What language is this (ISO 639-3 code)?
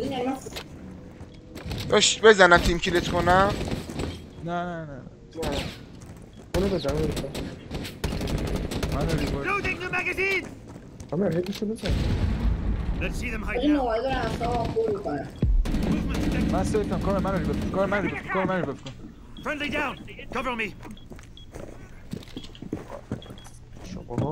fas